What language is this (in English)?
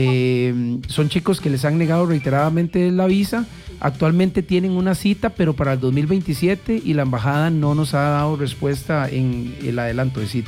Spanish